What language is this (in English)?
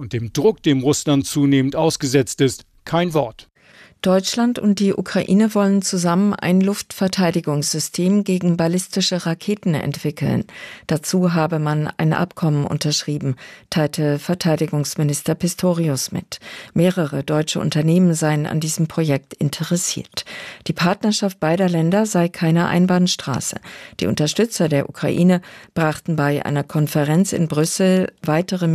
German